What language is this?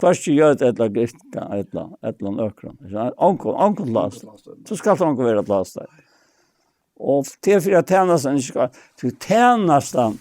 Faroese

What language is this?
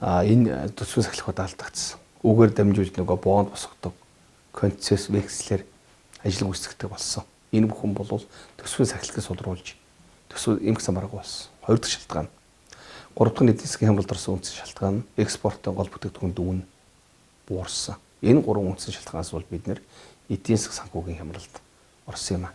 Mongolian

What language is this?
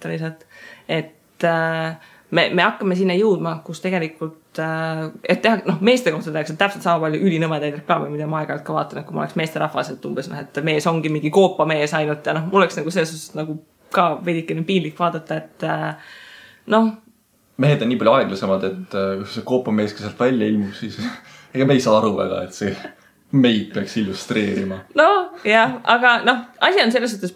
Estonian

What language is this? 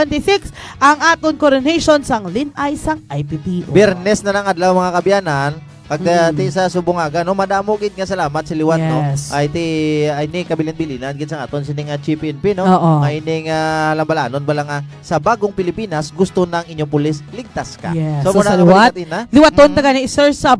Hiligaynon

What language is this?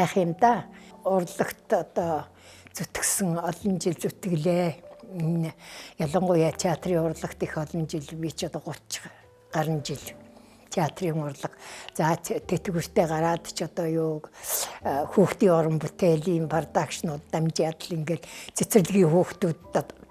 Mongolian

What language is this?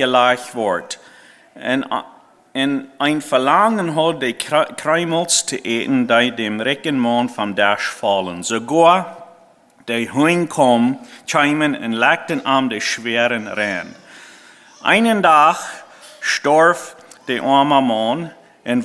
Plautdietsch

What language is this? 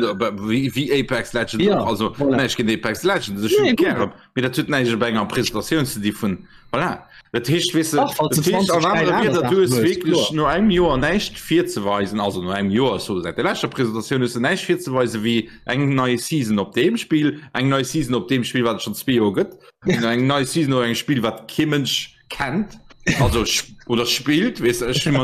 Luxembourgish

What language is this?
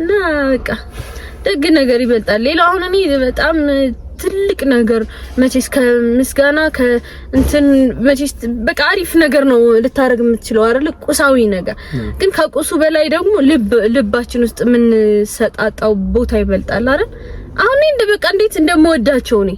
Amharic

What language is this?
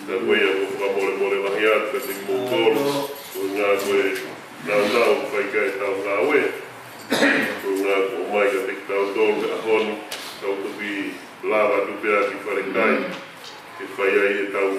Tongan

